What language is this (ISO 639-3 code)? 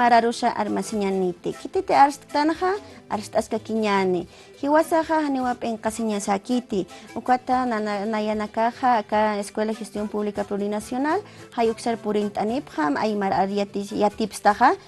aym